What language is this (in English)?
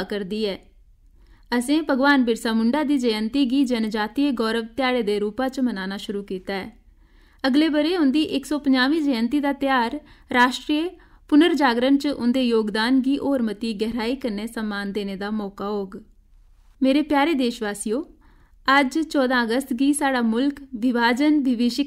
Dogri